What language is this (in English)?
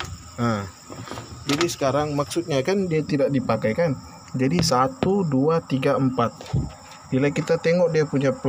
Malay